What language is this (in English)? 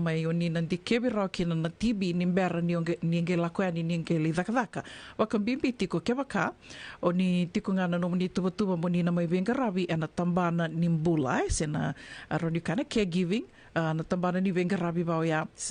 Fijian